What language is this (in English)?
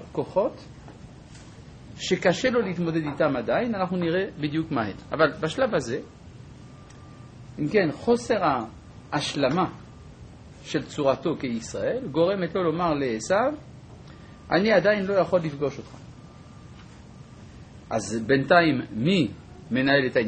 Hebrew